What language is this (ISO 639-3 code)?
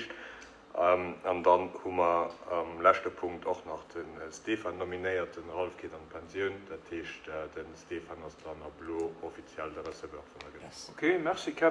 ltz